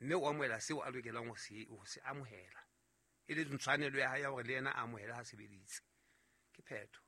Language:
Southern Sotho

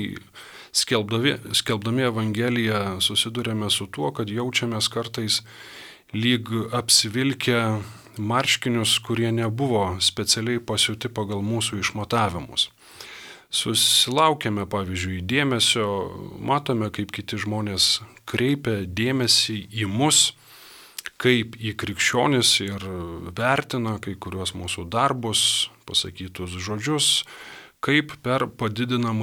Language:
Lithuanian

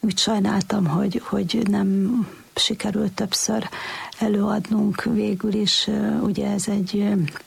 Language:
Hungarian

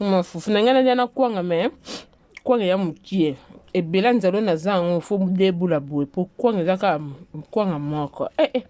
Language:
Lingala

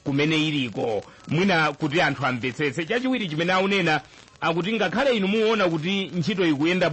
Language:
Nyanja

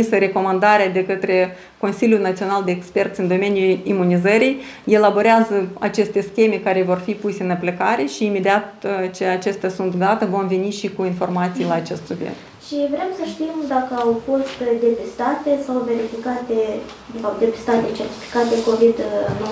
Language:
Romanian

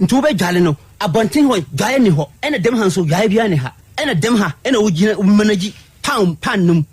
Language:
Akan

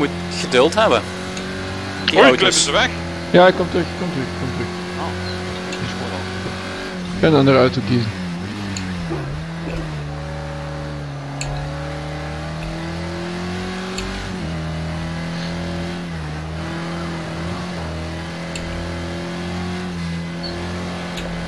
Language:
Dutch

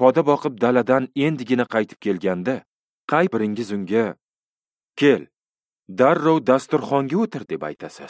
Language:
Uzbek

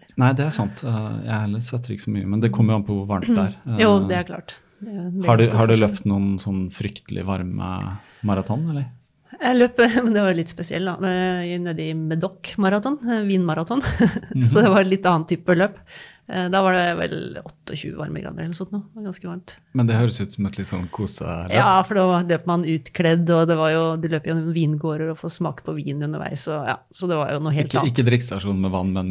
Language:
Norwegian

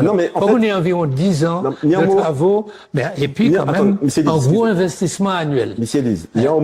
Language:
Guadeloupean Creole French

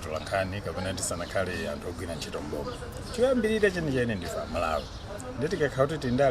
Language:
Nyanja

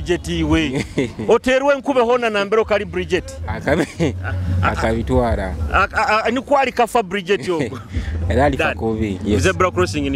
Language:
Nyoro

